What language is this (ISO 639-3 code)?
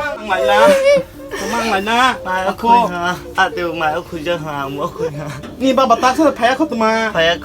trp